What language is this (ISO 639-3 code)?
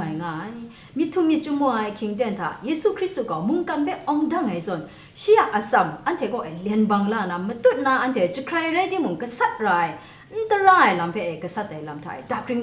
kac